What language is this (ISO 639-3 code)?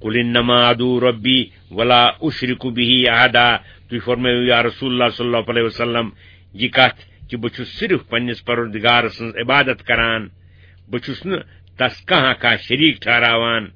kas